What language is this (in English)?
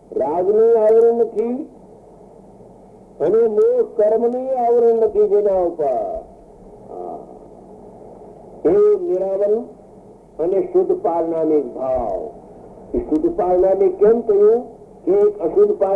Gujarati